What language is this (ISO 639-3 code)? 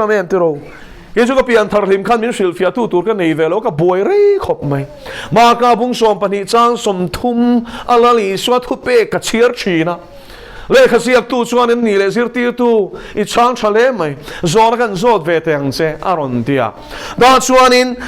lus